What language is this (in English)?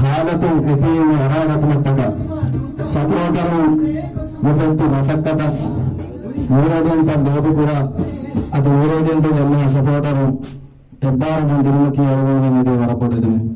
Divehi